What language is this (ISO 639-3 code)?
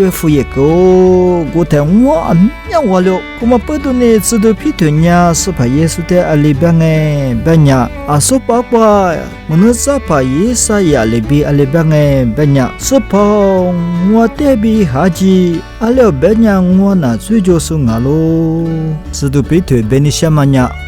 lis